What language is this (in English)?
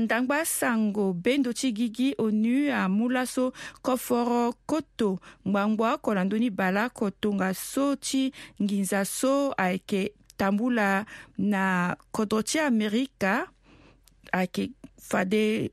Sango